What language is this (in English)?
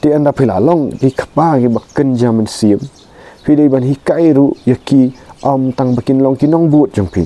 Khasi